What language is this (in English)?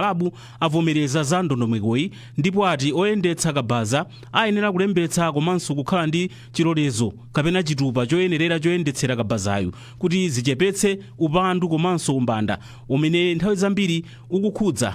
Nyanja